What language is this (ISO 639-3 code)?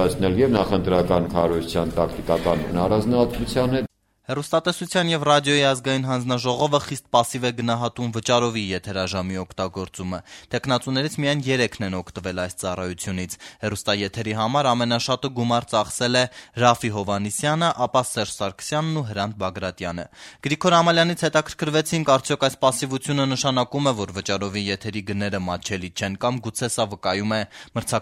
hye